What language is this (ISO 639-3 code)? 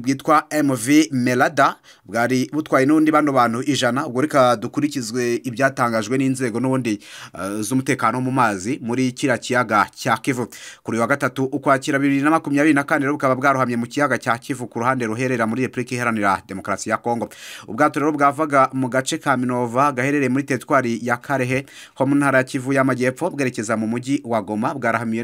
kin